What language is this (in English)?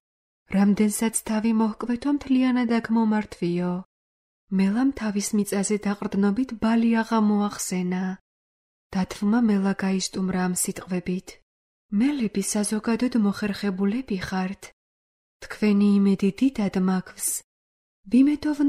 Georgian